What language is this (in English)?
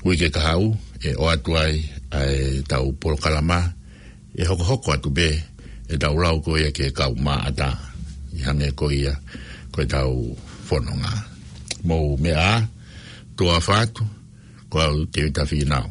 Tongan